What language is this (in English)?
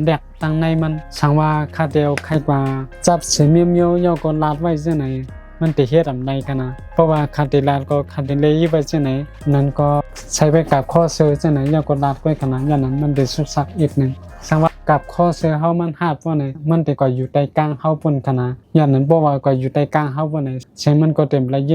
Shan